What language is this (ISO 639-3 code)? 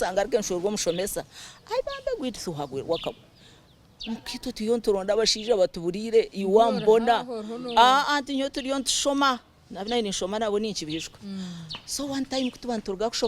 nyn